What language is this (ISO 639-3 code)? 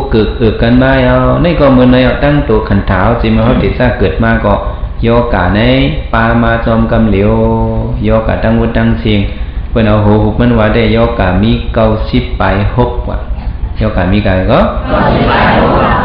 shn